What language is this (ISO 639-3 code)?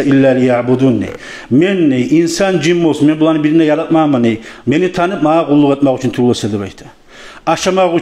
kum